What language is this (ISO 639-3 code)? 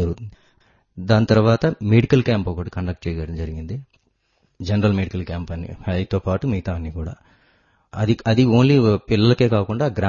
tel